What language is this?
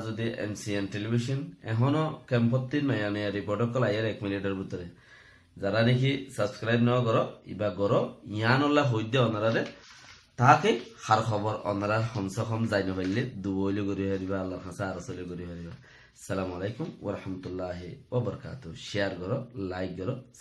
Rohingya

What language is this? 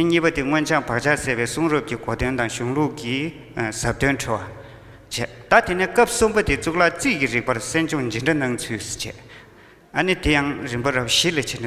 Tibetan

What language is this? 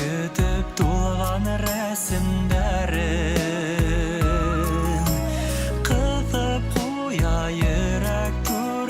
Bashkir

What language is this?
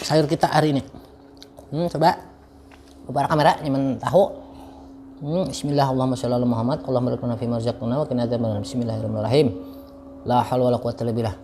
Banjar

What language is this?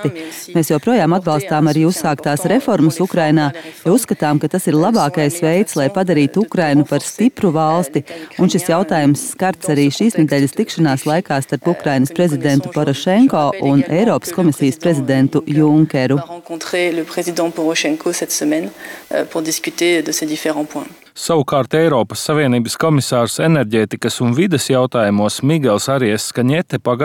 Latvian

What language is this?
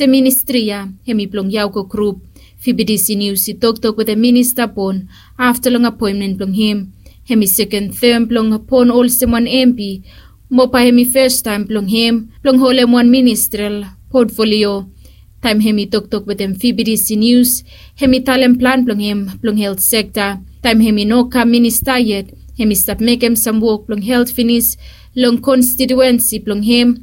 Bislama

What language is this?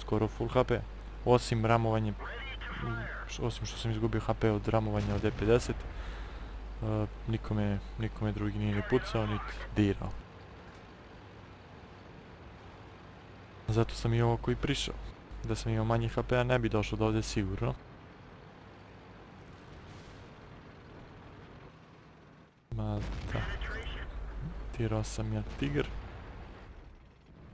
Croatian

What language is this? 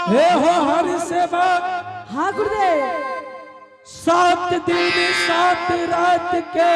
Angika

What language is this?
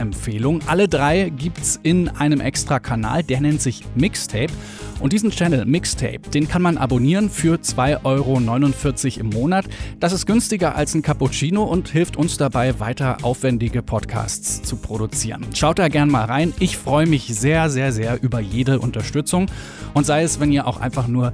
German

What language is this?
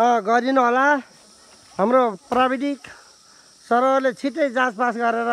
Nepali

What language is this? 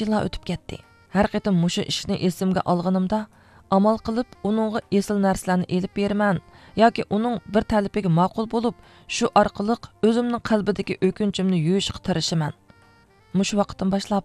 Uyghur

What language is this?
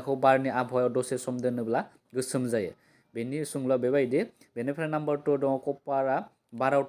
Bodo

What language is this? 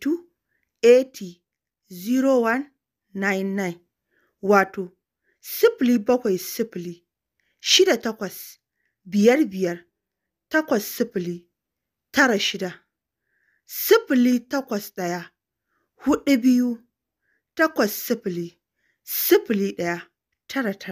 Hausa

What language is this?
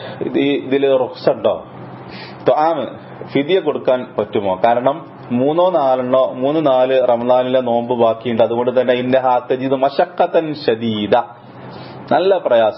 Malayalam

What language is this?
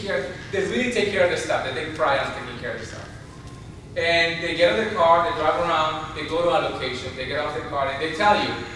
English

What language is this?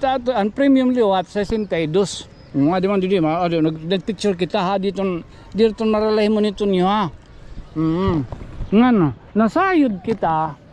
Waray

